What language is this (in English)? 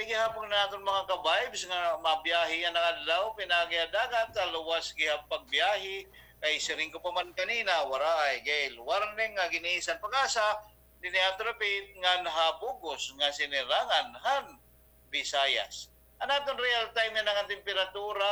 Waray